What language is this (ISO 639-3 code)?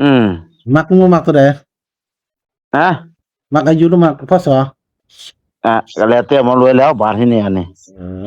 tts